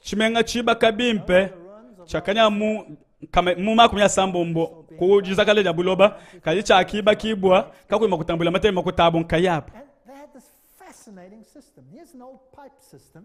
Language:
Luba-Lulua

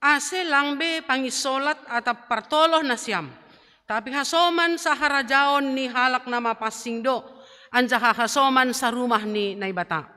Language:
Batak Simalungun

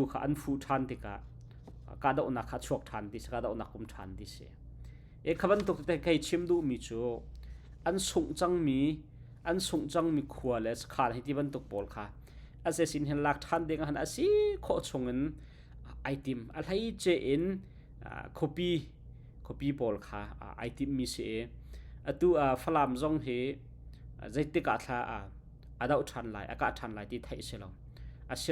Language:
Hakha Chin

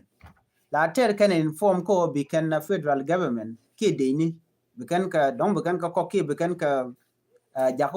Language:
Nuer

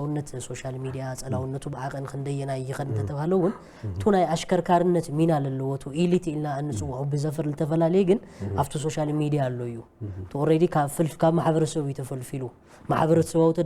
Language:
Tigrinya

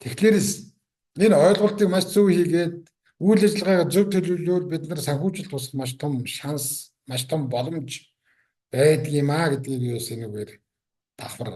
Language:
Mongolian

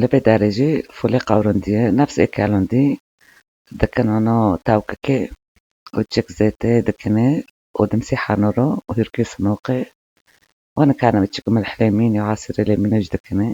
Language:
Kurdish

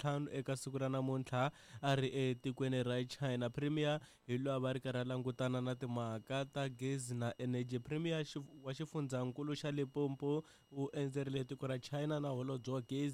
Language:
Tsonga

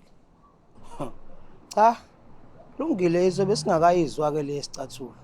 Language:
Zulu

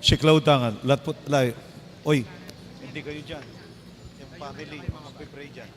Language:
Pampanga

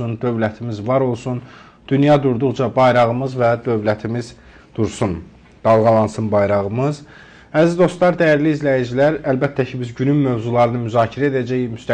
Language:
Azerbaijani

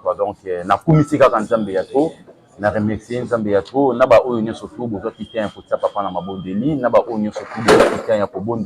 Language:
Lingala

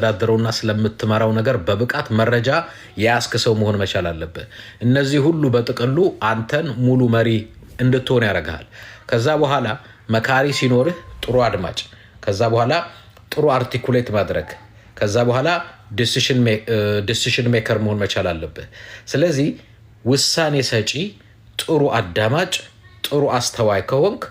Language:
Amharic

